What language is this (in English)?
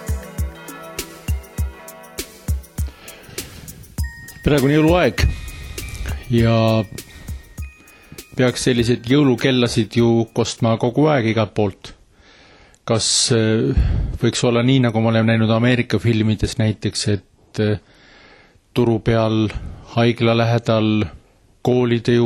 Estonian